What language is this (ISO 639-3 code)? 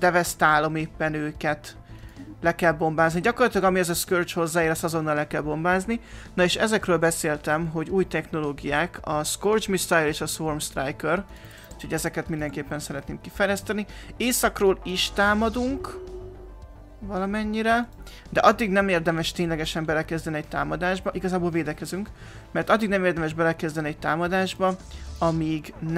hun